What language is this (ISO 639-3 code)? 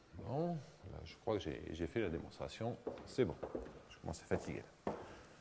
fra